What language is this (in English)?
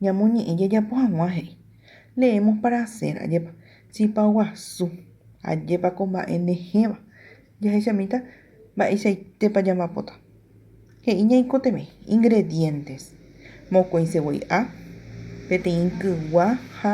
Guarani